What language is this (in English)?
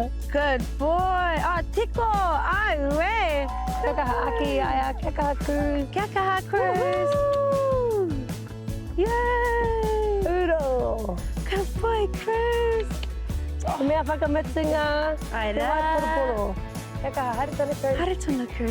Māori